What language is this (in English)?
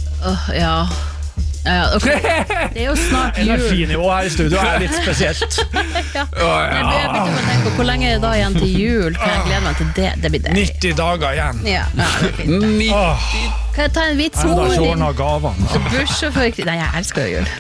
Norwegian